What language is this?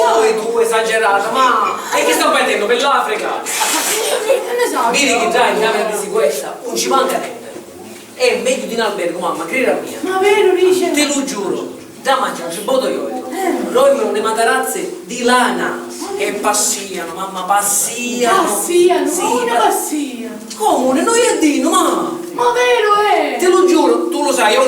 Sicilian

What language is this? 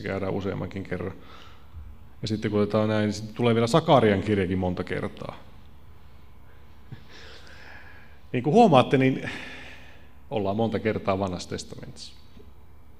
Finnish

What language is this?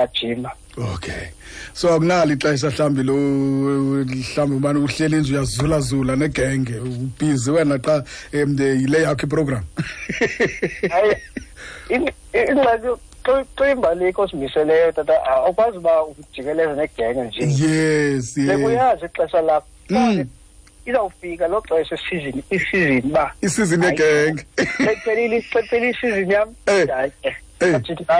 Xhosa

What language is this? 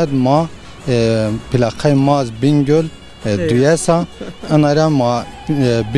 Zaza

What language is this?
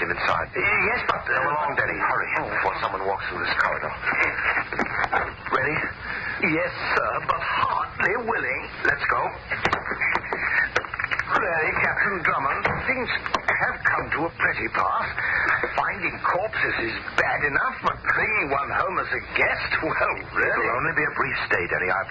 English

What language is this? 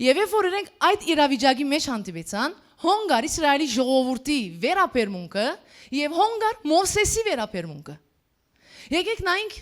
Western Armenian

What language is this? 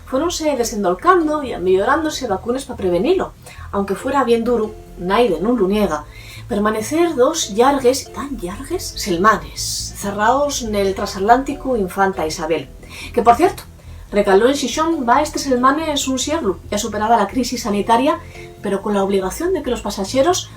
Asturian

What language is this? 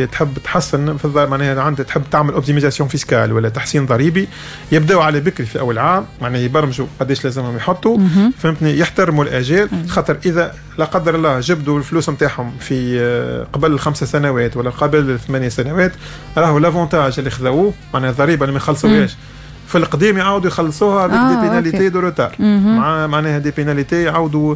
Tunisian Arabic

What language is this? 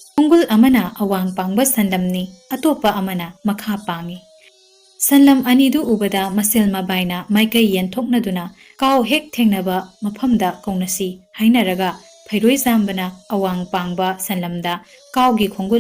Manipuri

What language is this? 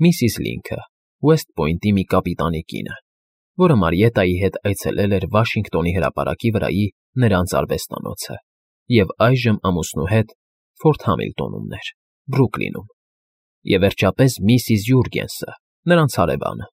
Armenian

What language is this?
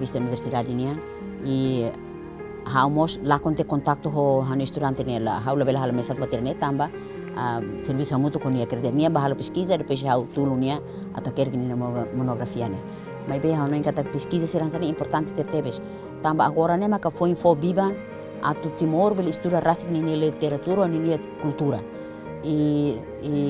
Tetum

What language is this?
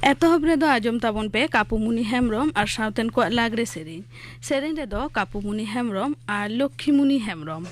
Santali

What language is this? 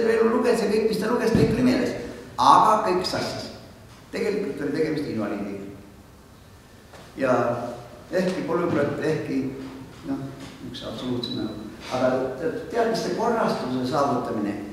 Estonian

